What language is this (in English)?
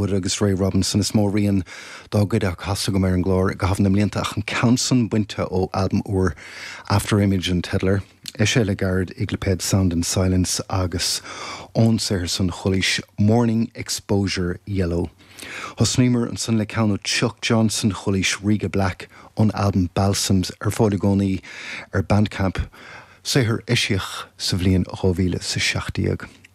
Irish